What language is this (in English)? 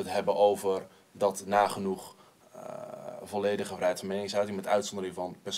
Dutch